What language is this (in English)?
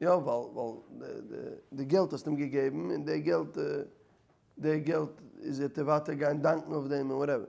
Yiddish